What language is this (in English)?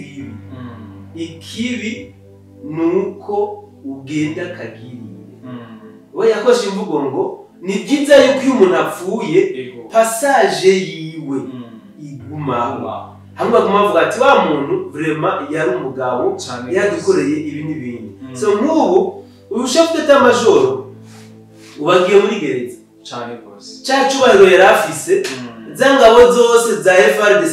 Rundi